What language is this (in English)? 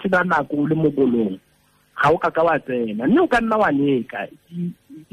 Tswana